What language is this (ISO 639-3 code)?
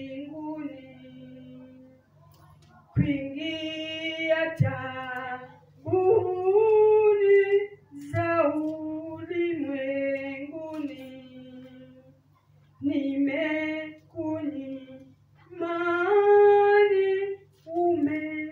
swa